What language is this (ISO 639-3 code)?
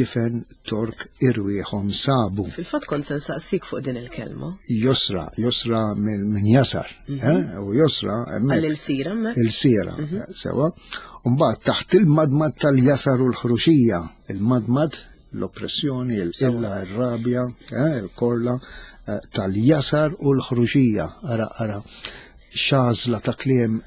mlt